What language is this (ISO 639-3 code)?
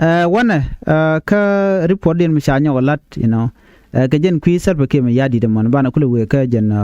nus